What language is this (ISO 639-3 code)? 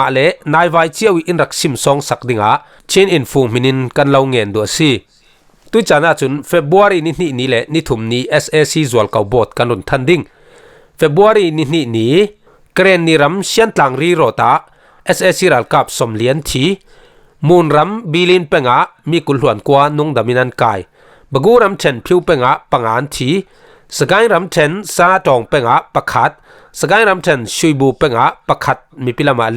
cfm